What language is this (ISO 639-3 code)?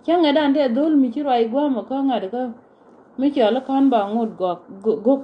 nus